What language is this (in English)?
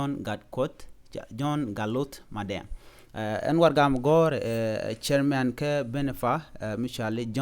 Nuer